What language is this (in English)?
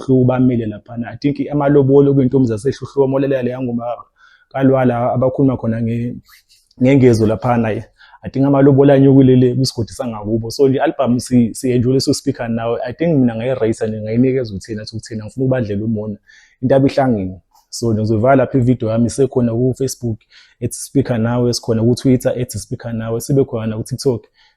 Zulu